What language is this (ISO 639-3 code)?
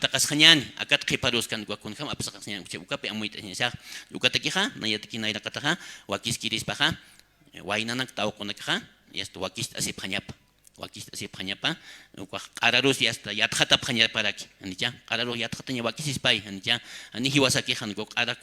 aym